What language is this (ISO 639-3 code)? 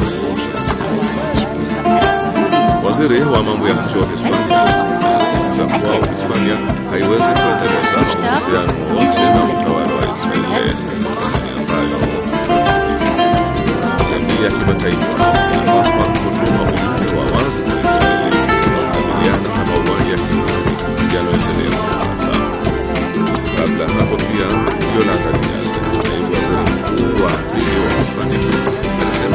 swa